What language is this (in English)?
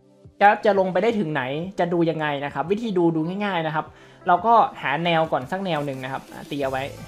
Thai